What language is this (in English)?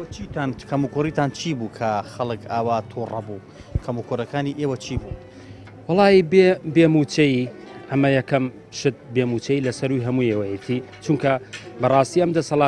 Central Kurdish